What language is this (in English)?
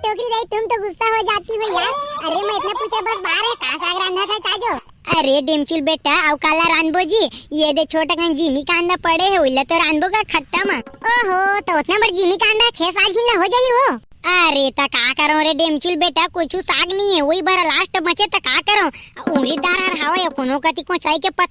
Chhattisgarhi